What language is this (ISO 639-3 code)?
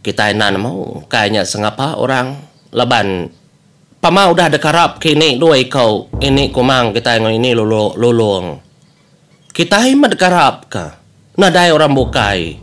iba